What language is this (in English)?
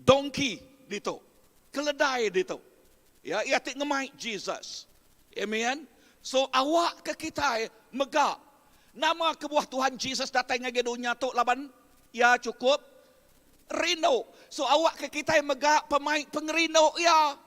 Iban